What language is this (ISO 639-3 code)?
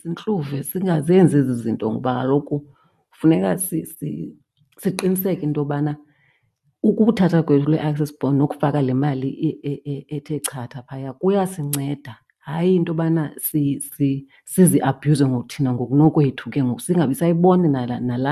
xho